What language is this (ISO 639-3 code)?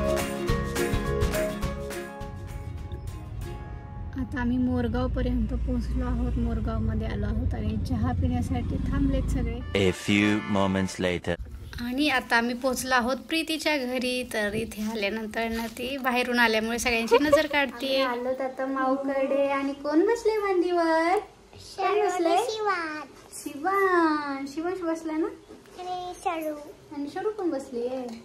mar